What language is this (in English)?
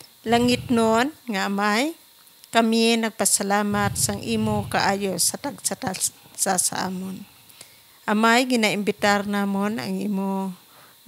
Hiligaynon